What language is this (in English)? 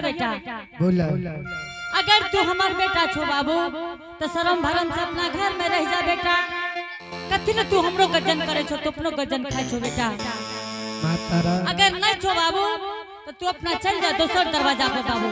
Angika